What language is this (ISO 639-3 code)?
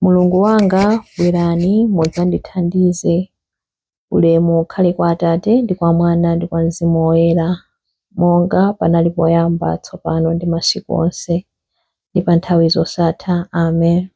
nya